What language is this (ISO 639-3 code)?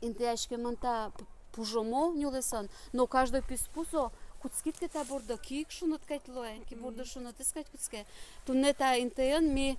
udm